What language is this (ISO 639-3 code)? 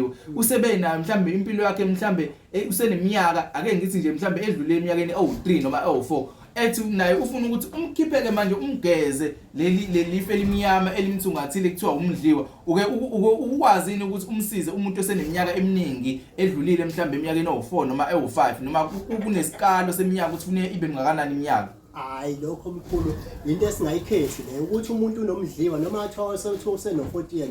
zul